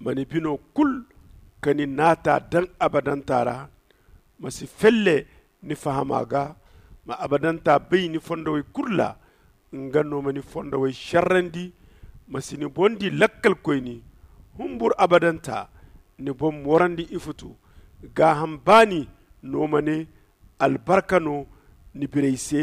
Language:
Zarma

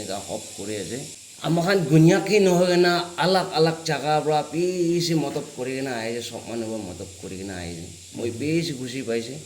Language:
Naga Pidgin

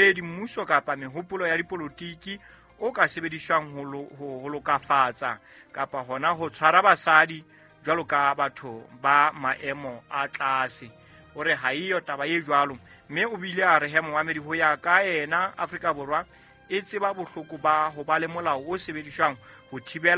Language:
Southern Sotho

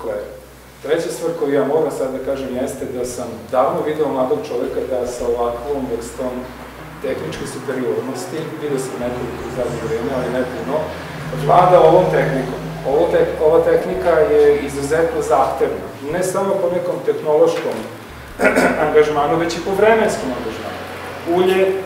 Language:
Serbian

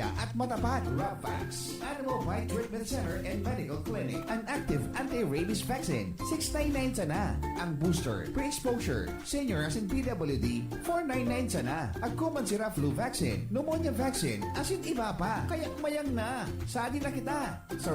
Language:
Bikol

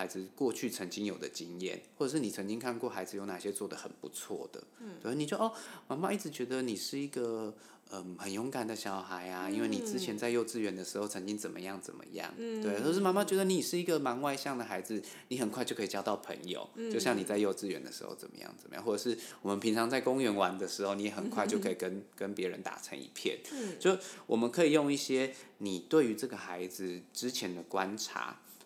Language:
Chinese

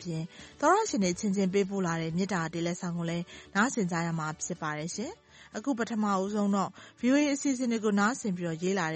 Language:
Burmese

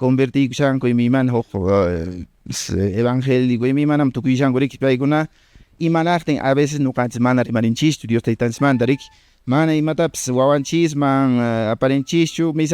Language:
Quechua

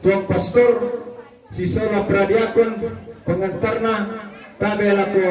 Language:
Toraja-Sa'dan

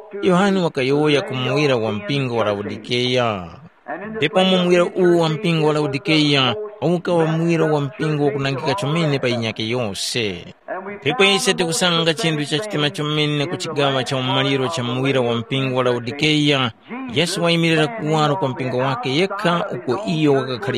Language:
Tumbuka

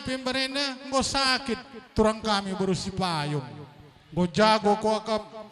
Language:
Batak Karo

